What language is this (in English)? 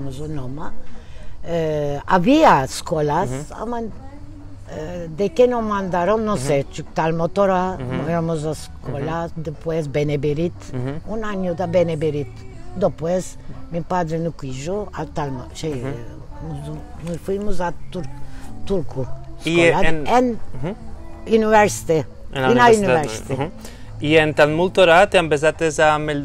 Ladino